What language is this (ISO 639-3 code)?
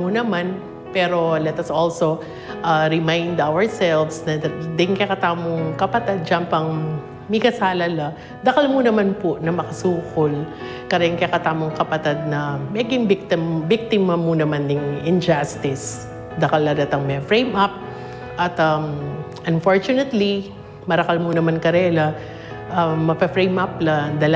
pam